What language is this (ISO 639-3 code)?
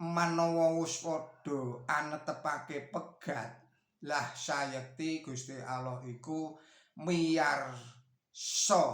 jav